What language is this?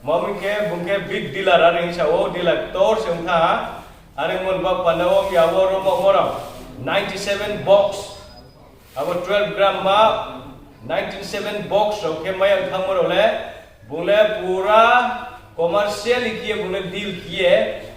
Riang (India)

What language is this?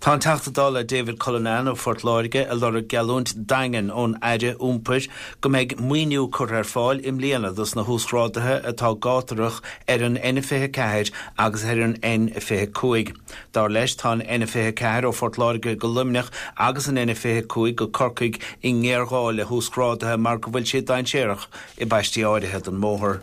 Irish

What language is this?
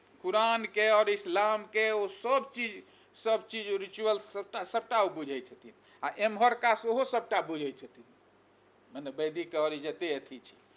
Maithili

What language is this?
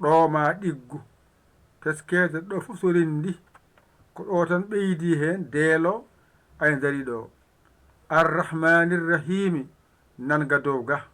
Fula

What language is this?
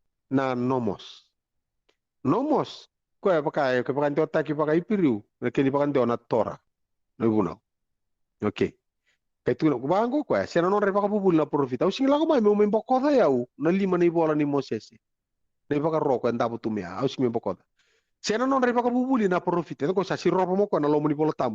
Fijian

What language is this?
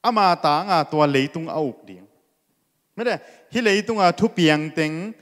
Tedim Chin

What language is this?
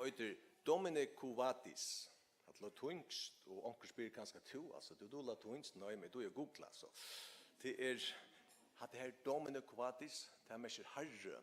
Faroese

